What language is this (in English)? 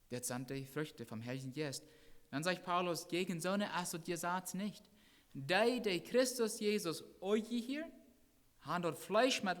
Plautdietsch